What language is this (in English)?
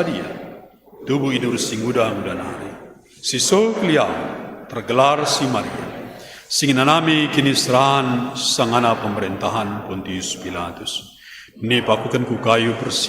Batak Karo